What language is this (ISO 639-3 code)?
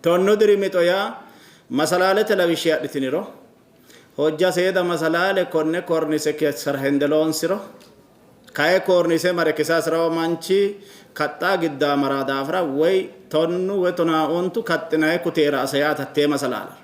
sid